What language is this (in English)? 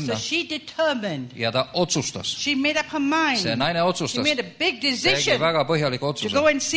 Estonian